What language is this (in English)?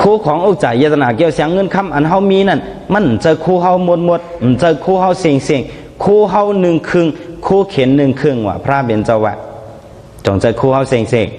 Shan